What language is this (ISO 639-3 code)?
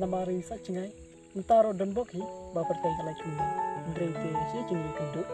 kha